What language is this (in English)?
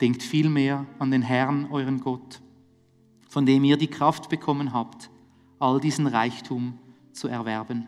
Swiss German